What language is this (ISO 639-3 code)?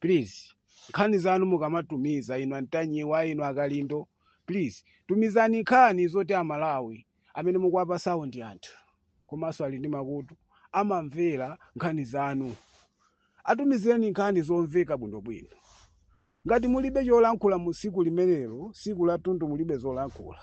nya